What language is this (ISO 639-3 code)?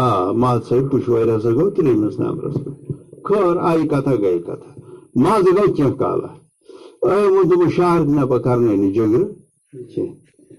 kas